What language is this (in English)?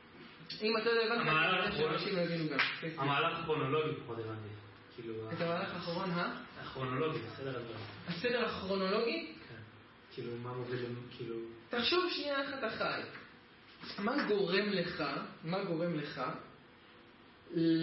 Hebrew